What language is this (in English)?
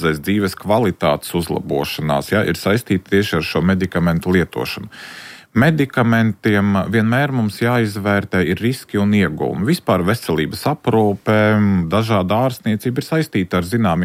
Latvian